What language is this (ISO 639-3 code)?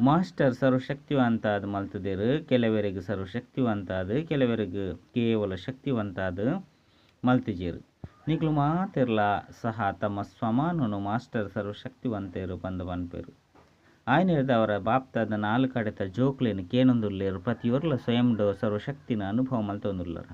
tcy